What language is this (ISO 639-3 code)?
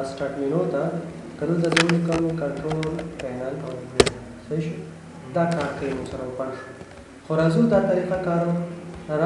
pus